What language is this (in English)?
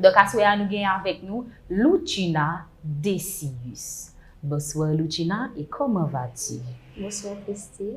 Haitian Creole